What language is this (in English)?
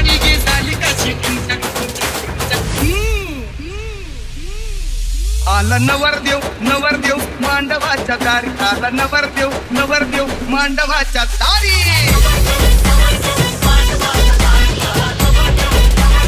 Marathi